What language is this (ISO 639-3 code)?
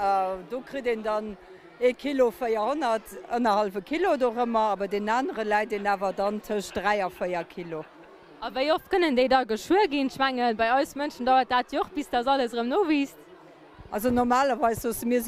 ltz